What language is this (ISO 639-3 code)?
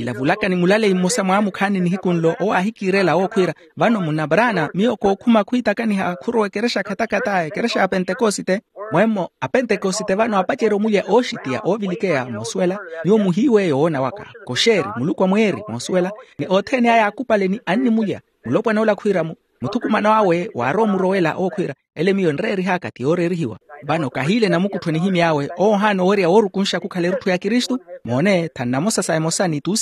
vmw